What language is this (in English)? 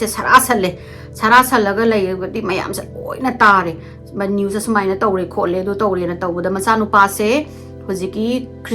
Manipuri